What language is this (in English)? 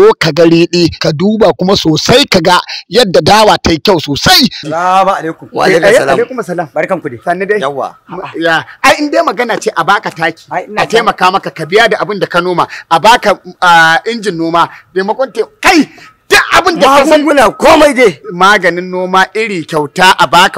Hausa